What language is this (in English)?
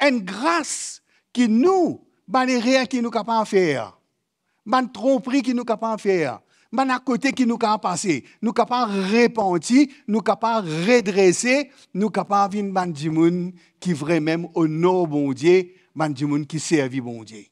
Morisyen